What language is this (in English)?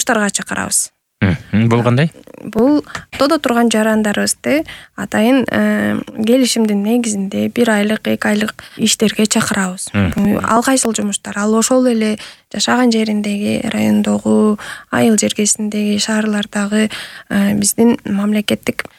Kyrgyz